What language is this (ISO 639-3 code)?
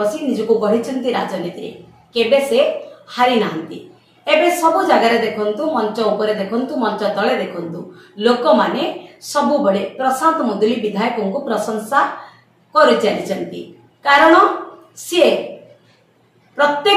ori